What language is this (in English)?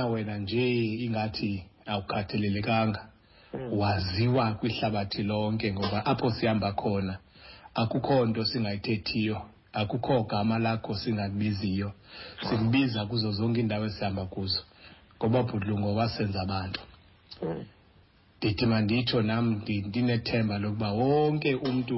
Xhosa